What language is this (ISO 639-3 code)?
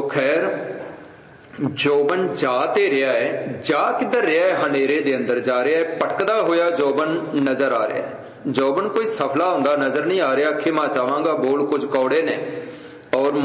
pan